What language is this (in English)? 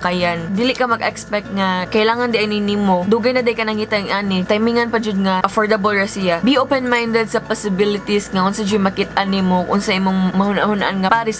Cebuano